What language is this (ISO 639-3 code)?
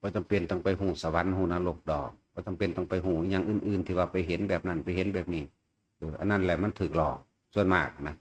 tts